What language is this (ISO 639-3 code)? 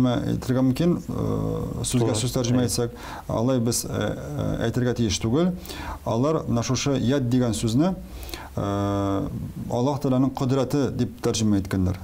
tat